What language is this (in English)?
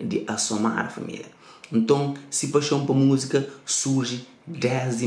Kabuverdianu